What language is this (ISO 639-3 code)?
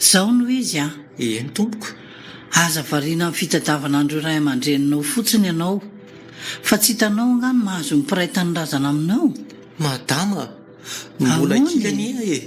mlg